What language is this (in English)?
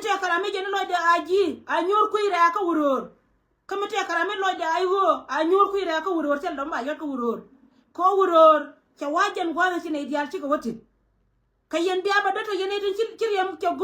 Nuer